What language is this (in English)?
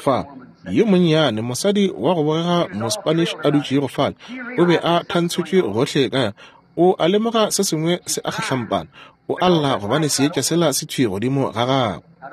Northern Sotho